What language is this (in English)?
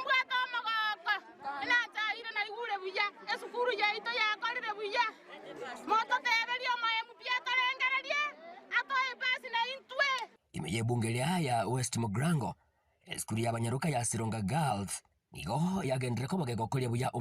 Gusii